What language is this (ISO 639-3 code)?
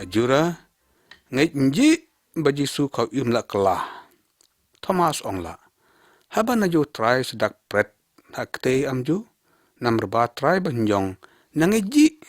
lyg